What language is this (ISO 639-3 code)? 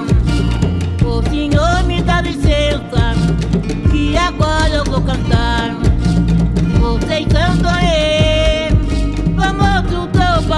por